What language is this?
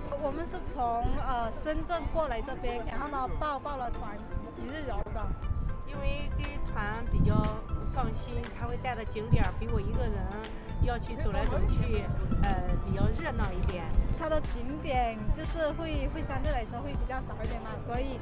Chinese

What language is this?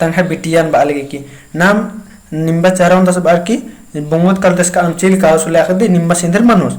Kurukh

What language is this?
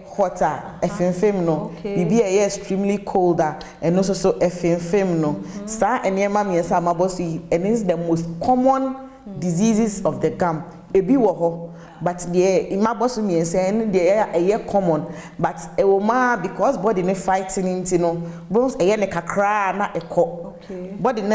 Akan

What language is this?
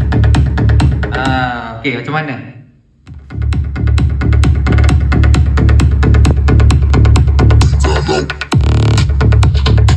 Malay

